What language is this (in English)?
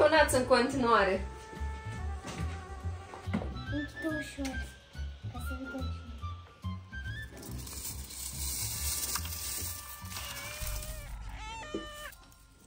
Romanian